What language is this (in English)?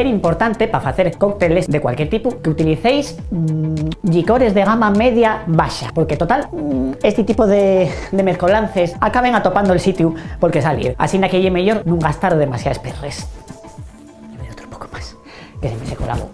Asturian